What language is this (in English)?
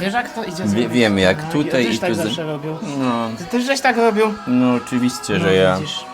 Silesian